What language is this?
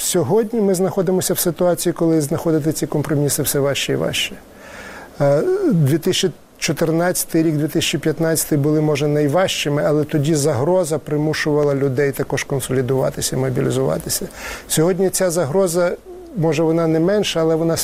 Ukrainian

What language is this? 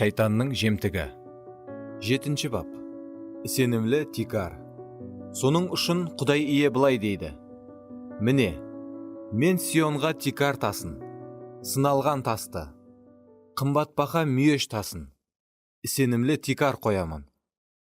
Kara-Kalpak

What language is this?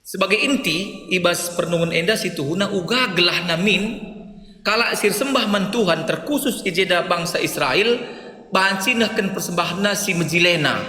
Batak Karo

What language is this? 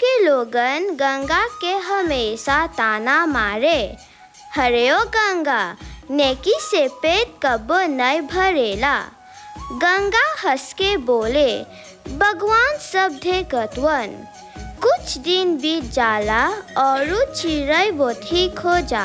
Bhojpuri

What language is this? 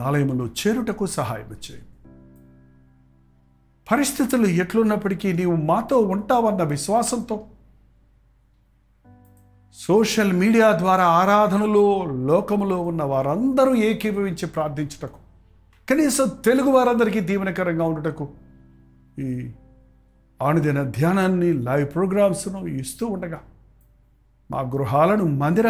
Telugu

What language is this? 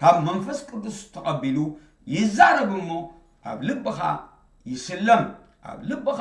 Tigrinya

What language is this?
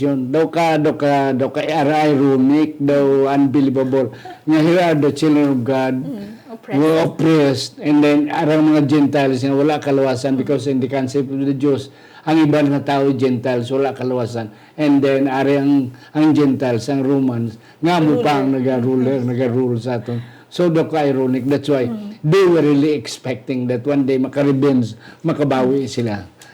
Hiligaynon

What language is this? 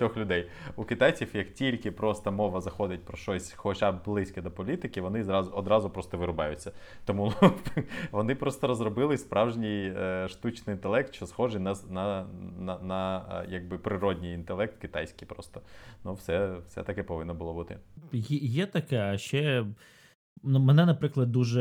Ukrainian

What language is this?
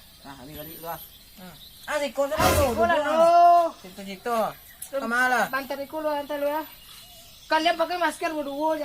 Minangkabau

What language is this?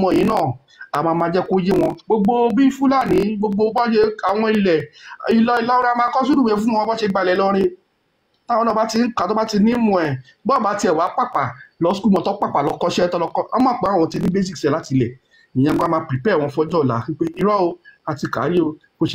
Yoruba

